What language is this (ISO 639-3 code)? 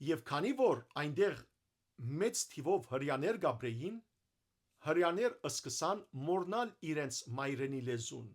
hyw